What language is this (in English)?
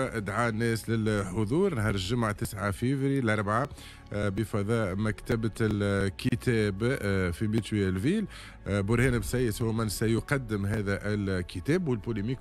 Tunisian Arabic